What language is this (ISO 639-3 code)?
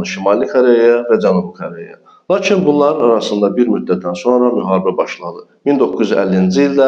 aze